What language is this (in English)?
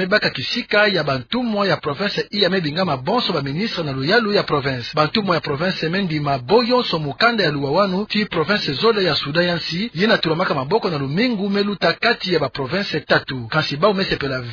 Kituba (Democratic Republic of Congo)